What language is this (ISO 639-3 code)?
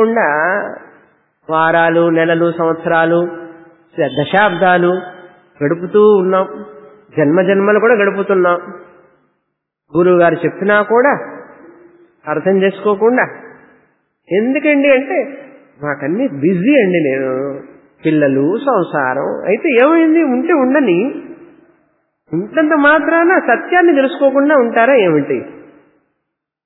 tel